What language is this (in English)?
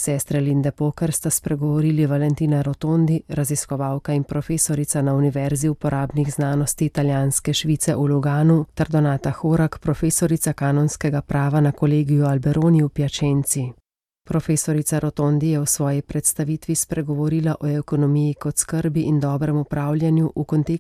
Slovenian